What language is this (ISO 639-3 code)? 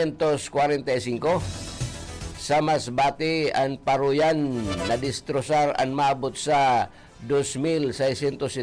bik